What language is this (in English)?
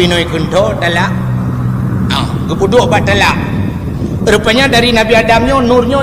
Achinese